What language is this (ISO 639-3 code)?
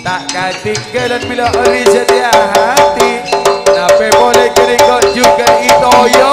mad